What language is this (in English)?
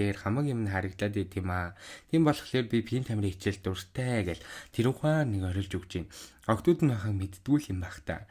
Mongolian